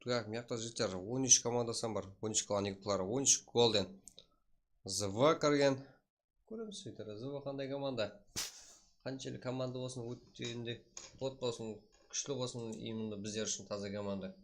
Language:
Kara-Kalpak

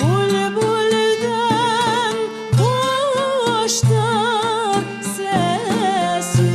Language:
Crimean Tatar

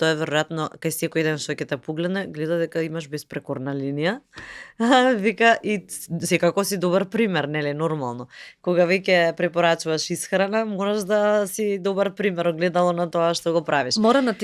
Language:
Macedonian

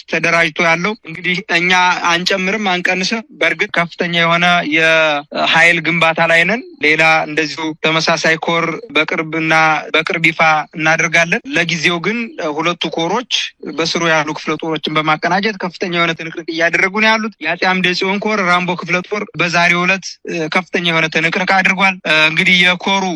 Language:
Amharic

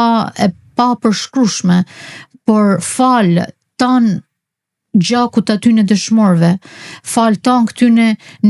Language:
Albanian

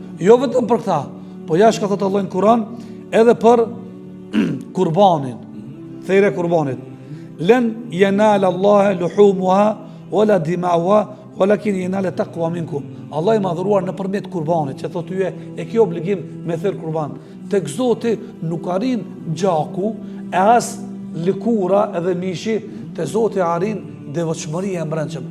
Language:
Albanian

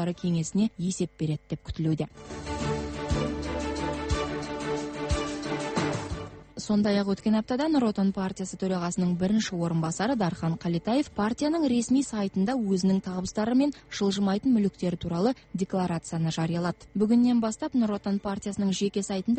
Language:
Kazakh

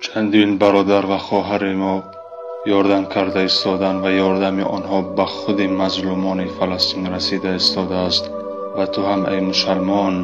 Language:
Tajik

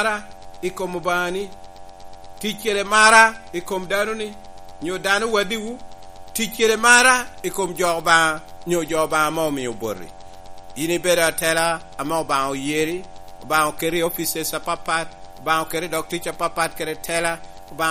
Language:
Lango (Uganda)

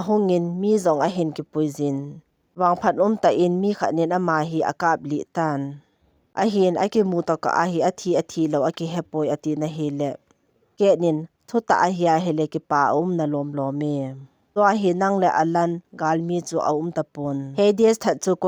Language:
Thado Chin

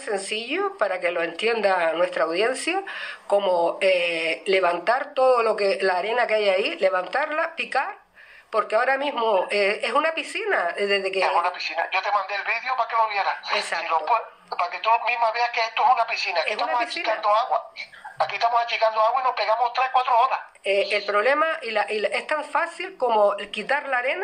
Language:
Spanish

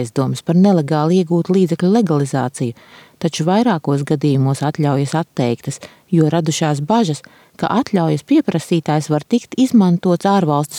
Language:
Latvian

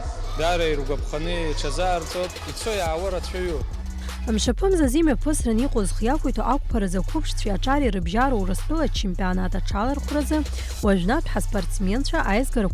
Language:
Abkhazian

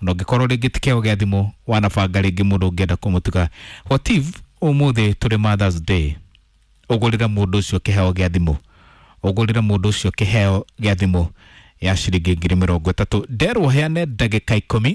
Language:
Kikuyu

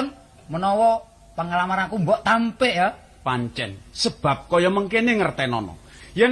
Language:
Javanese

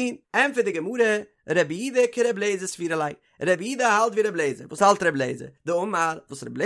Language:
Yiddish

